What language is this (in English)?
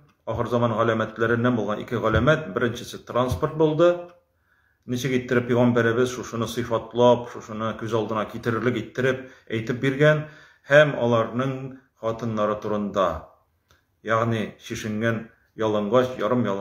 Tatar